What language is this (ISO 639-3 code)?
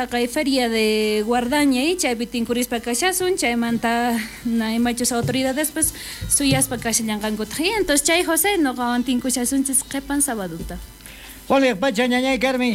quh